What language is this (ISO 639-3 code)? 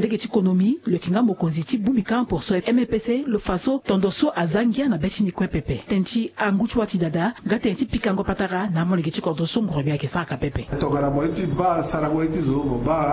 sag